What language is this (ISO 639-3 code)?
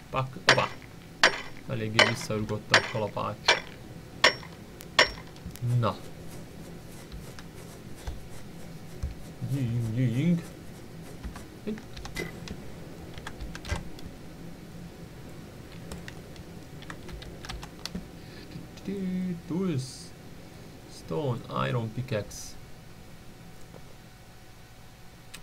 hun